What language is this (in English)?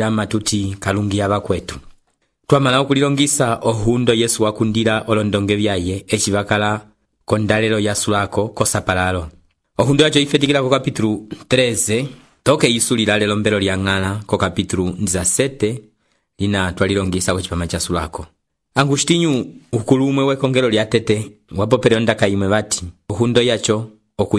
Umbundu